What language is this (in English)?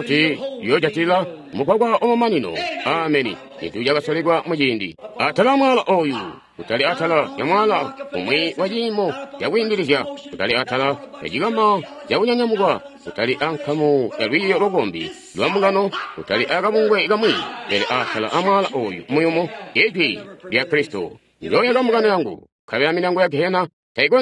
Tonga (Zambia)